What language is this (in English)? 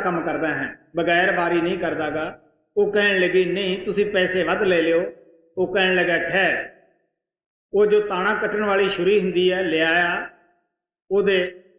Punjabi